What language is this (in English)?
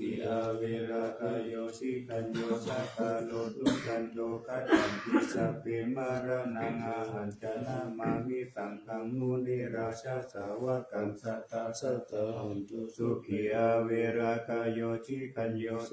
Pali